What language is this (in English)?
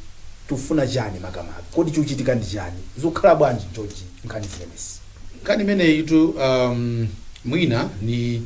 Nyanja